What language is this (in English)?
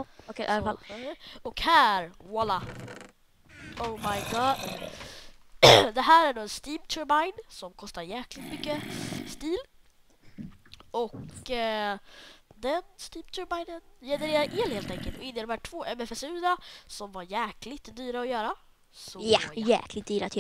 Swedish